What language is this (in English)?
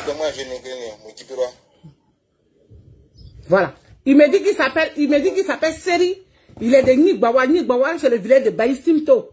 French